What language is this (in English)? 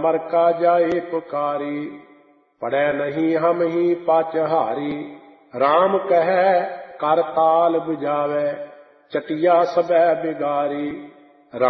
Punjabi